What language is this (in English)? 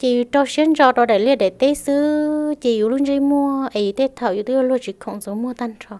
Hmong